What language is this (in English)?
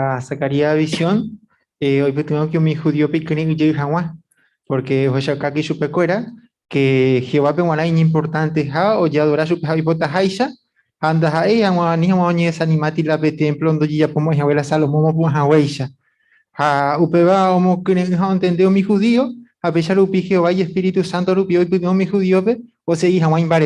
Guarani